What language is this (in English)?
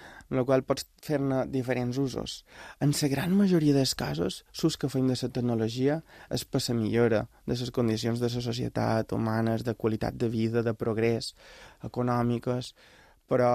Catalan